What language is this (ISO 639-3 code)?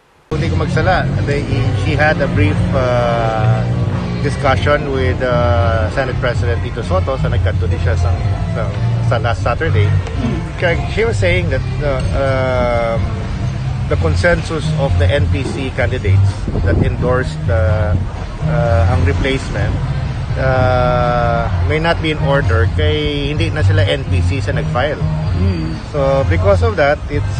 hil